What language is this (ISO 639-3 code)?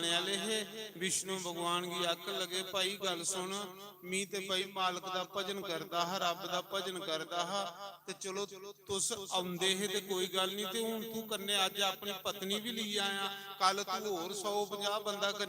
doi